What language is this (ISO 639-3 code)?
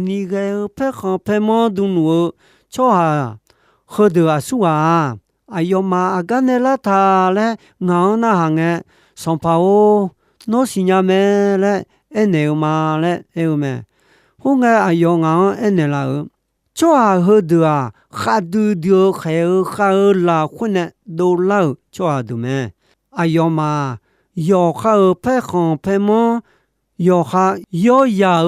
ahk